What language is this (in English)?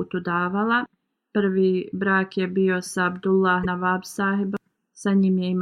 Bosnian